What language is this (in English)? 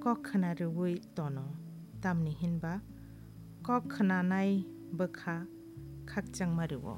Kok Borok